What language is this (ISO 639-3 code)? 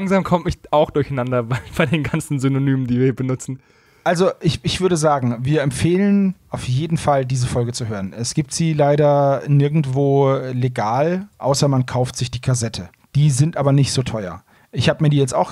deu